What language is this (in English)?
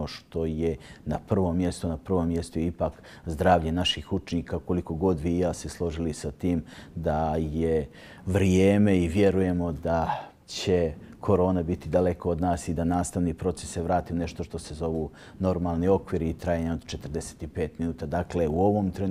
Croatian